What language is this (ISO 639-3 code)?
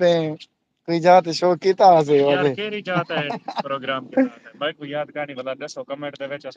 skr